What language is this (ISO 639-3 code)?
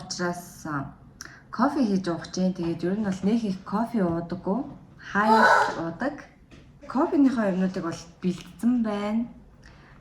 mon